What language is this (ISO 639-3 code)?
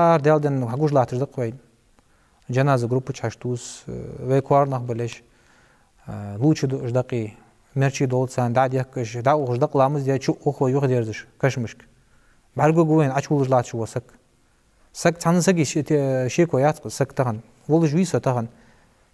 inh